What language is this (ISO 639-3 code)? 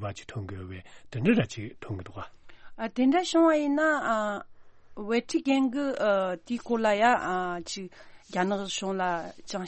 bod